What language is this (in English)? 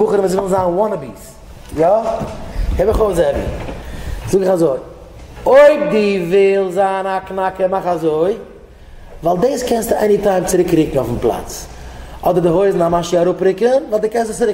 Yiddish